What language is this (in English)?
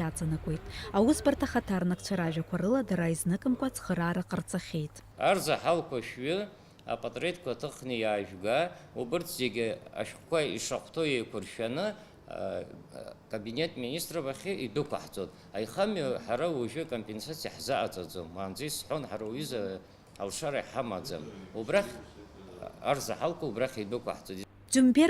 Abkhazian